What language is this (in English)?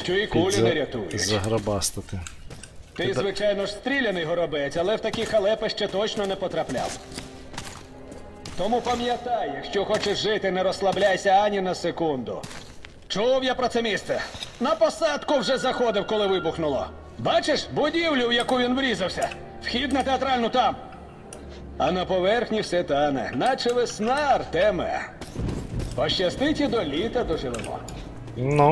Ukrainian